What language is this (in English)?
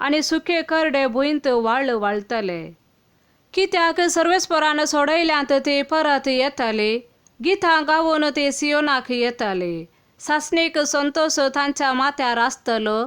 Konkani